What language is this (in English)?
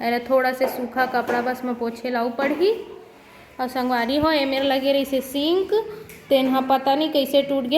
Chhattisgarhi